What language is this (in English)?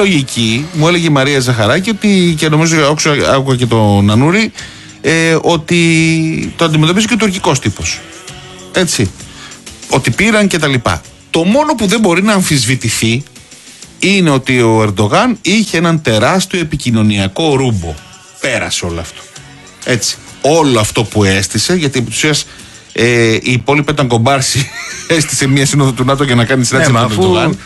Greek